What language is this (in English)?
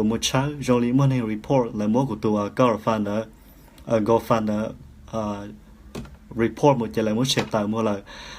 Hmong